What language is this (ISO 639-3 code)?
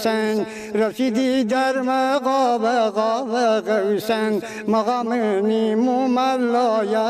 fas